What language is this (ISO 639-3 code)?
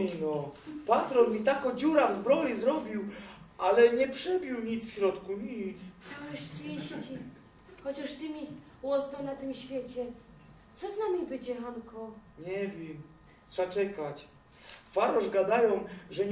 szl